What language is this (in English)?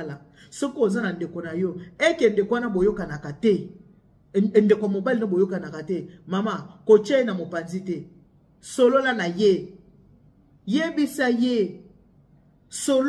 Lingala